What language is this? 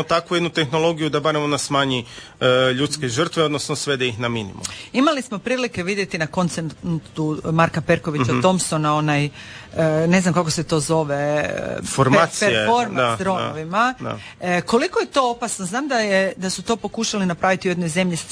Croatian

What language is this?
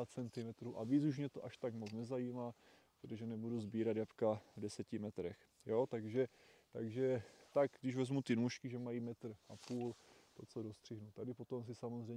Czech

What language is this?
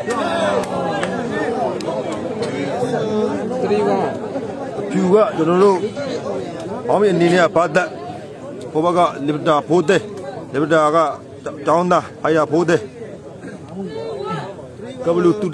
Burmese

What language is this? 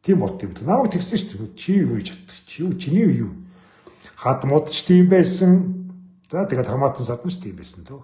Mongolian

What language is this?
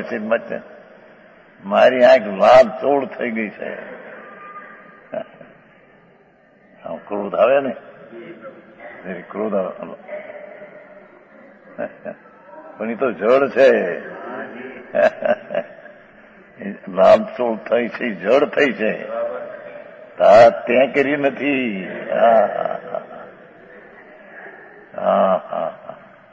Gujarati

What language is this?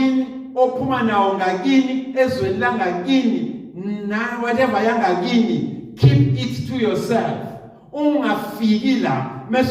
Zulu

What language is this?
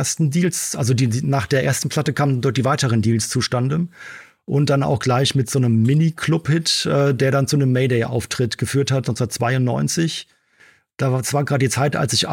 German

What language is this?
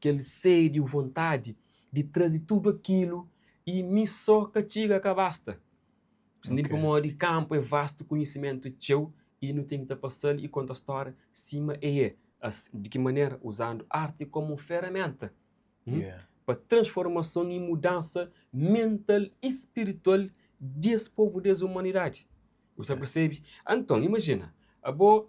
Kabuverdianu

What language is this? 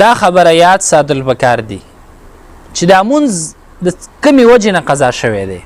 Pashto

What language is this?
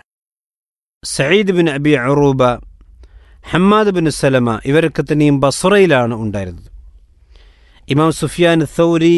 Malayalam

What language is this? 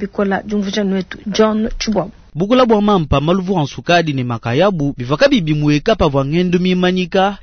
Luba-Lulua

